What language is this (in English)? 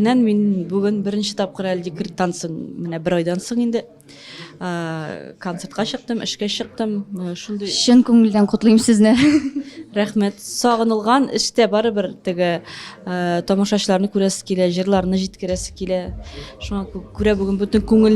Tatar